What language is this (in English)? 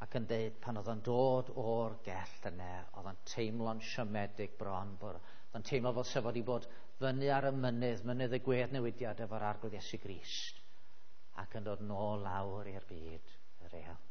Welsh